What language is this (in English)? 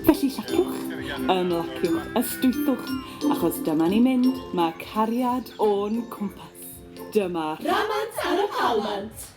Welsh